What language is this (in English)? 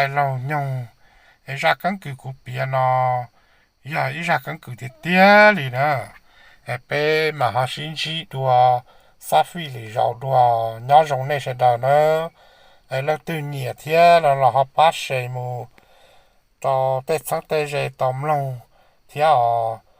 Hmong